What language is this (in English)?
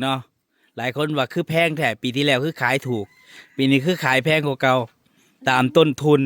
Northeastern Thai